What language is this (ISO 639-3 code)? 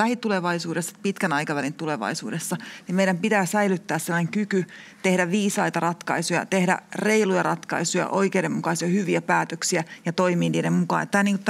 fin